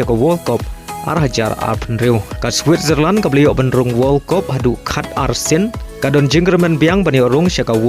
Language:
Khasi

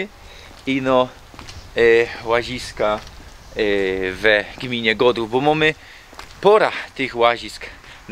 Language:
Silesian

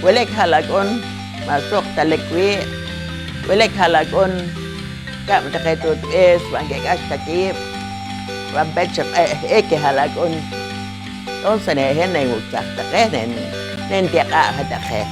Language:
Poqomchi'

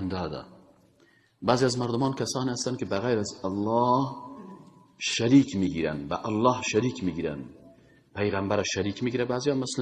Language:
Persian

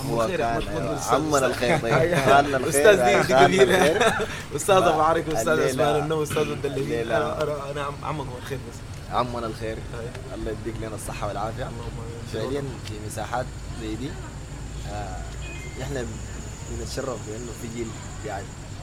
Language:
Sudanese Arabic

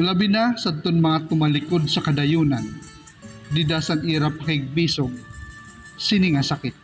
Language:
Waray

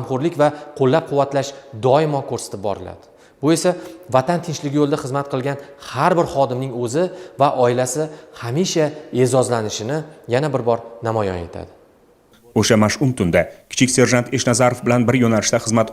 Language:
Uzbek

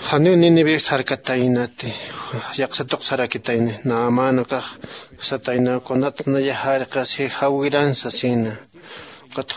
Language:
Aymara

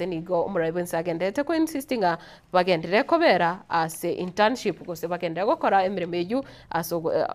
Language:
Gusii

